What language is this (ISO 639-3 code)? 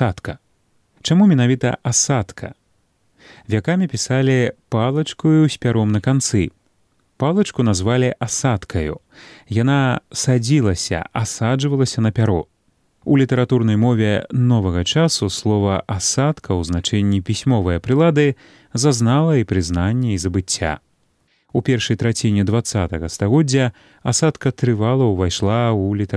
bel